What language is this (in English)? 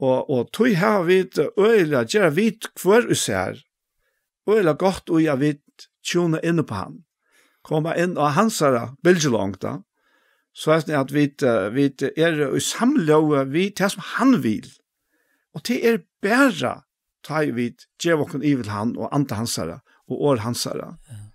Faroese